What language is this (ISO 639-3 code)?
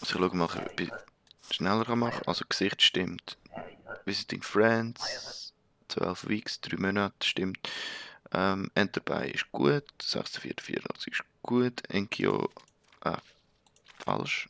gsw